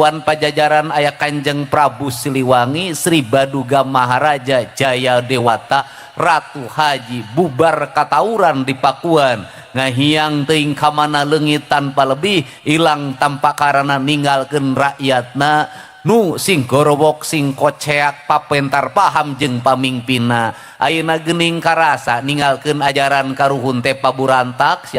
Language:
Sundanese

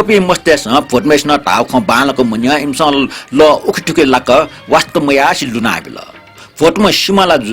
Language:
Newari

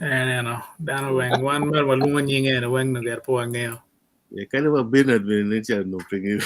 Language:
Acoli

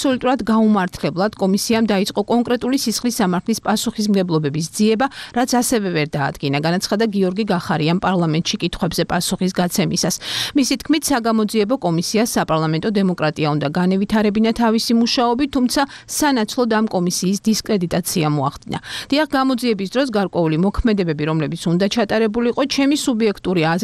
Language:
Georgian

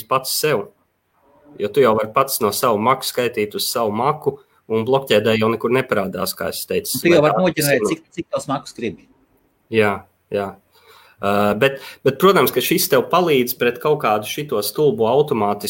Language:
Latvian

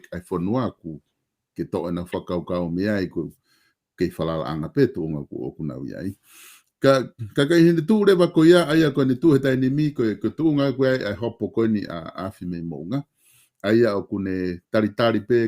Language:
Tongan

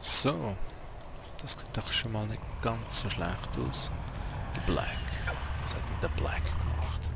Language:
Swiss German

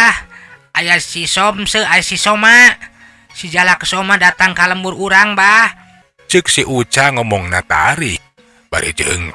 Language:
Sundanese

